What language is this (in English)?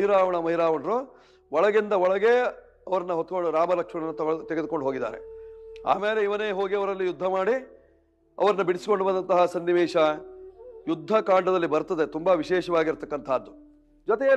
Kannada